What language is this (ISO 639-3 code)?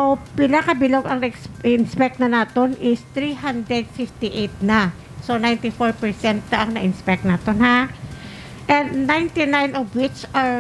hil